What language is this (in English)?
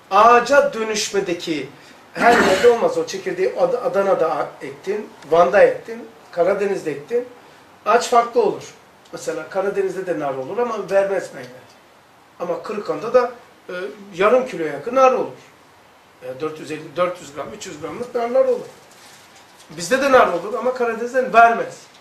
Turkish